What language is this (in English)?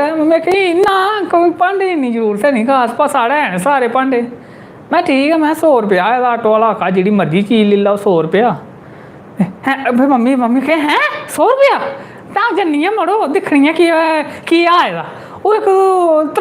Dogri